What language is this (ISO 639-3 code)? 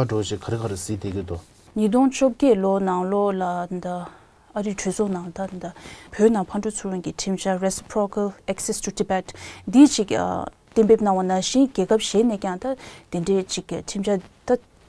bod